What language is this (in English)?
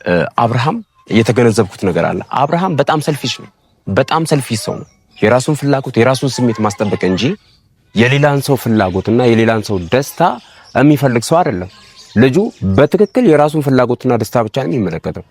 Amharic